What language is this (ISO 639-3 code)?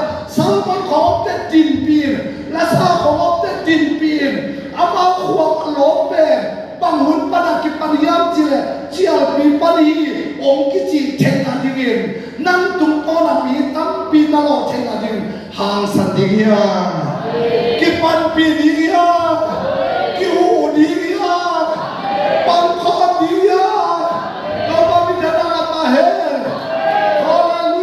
ctd